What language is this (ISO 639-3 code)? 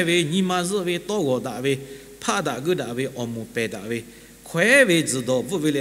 lhu